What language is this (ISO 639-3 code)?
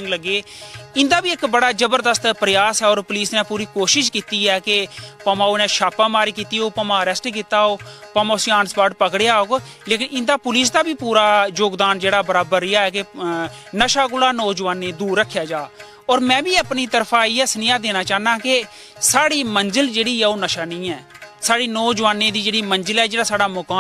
doi